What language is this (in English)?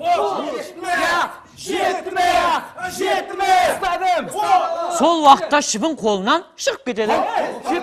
Kara-Kalpak